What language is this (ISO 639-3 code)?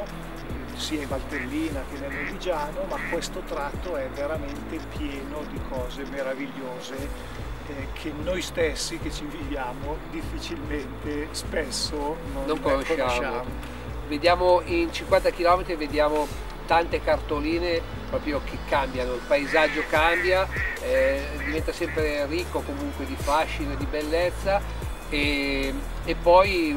ita